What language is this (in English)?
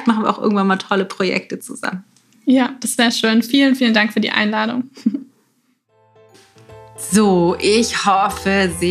German